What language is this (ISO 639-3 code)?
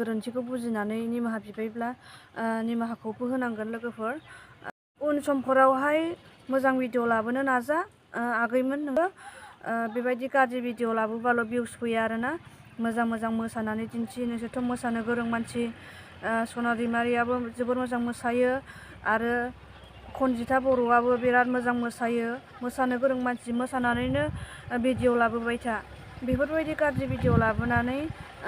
brx